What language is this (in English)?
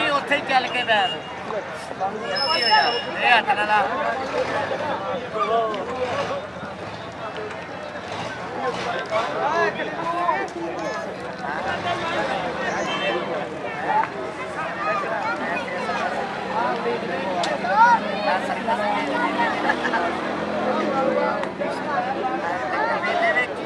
Punjabi